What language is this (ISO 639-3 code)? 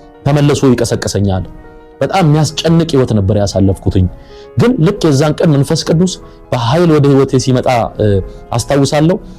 amh